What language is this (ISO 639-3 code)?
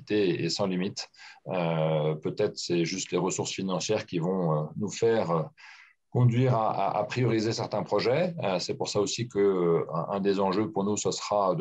fra